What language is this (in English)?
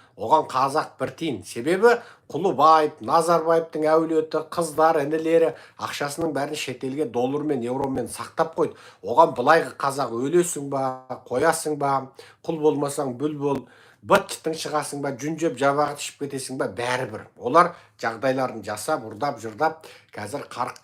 Kazakh